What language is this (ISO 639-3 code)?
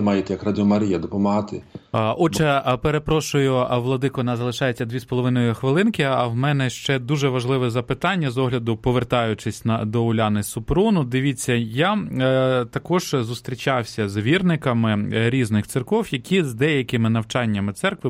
ukr